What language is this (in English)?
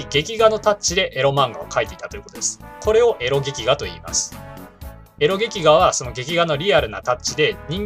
Japanese